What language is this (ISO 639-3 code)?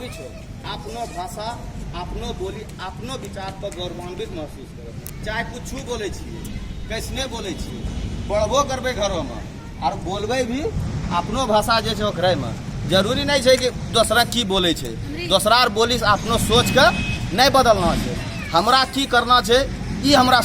anp